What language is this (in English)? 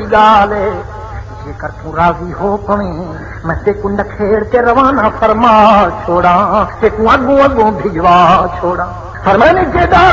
Saraiki